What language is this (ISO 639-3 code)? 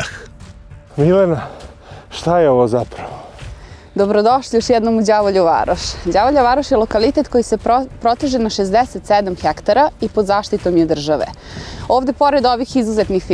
srp